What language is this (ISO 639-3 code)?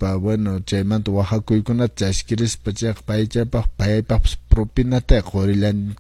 que